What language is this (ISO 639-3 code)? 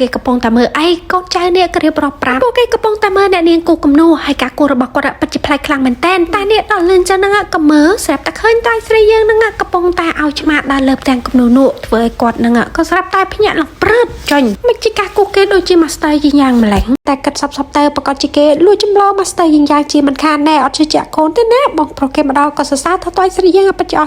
khm